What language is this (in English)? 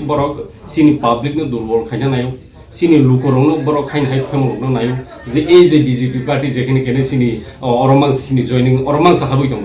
Kok Borok